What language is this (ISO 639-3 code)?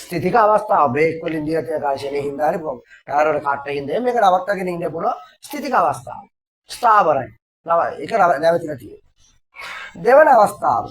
sin